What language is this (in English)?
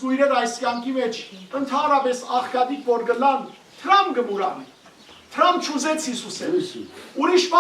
Western Armenian